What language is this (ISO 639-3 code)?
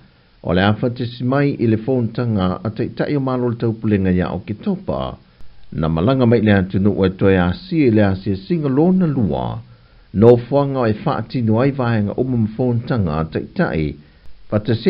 smo